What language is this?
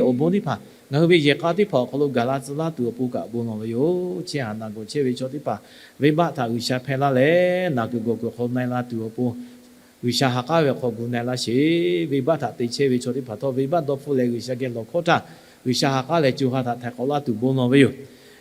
Lahu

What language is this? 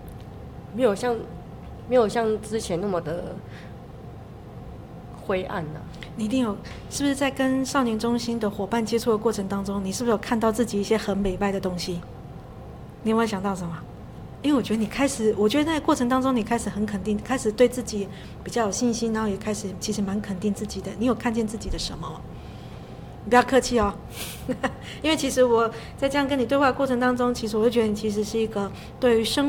Chinese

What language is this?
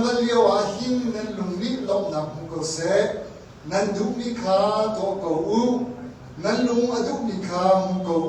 Hakha Chin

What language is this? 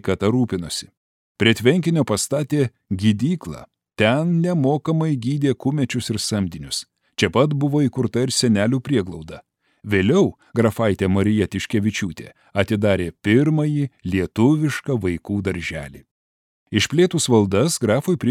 Lithuanian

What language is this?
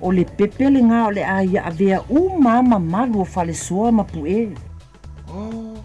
Samoan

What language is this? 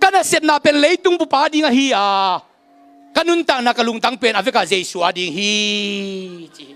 Tedim Chin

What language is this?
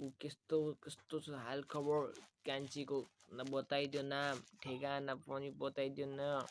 Nepali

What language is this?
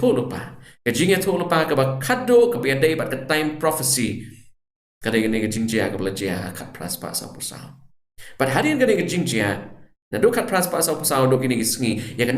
Khasi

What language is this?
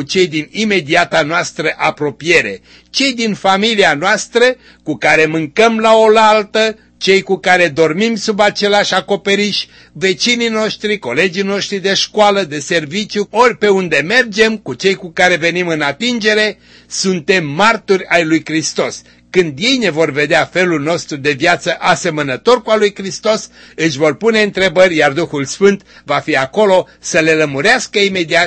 Romanian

